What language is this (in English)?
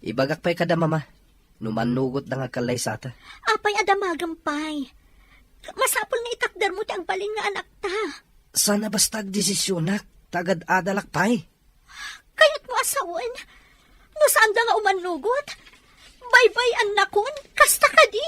Iloko